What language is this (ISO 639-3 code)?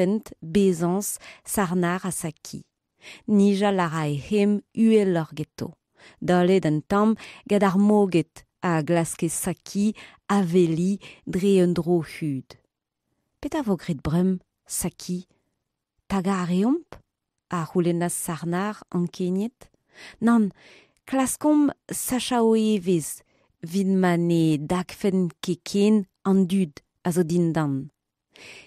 bre